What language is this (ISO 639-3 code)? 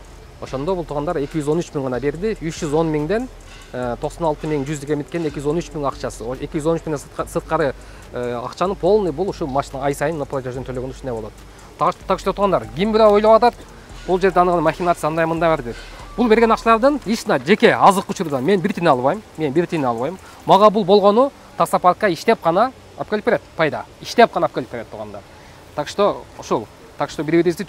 kir